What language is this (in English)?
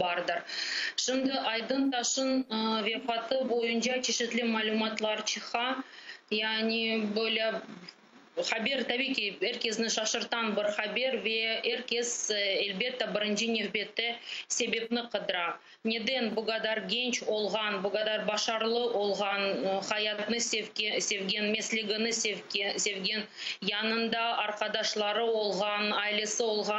Crimean Tatar